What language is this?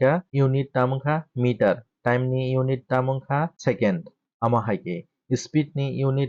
Kok Borok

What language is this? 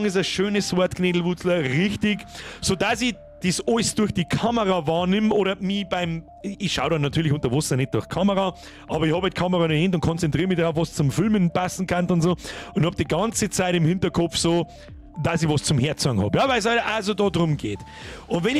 Bavarian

